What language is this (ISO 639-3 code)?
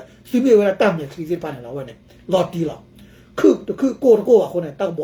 ksw